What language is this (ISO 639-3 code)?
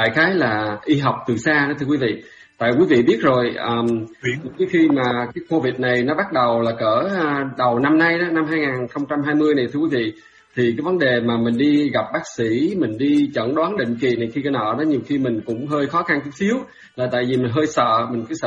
vie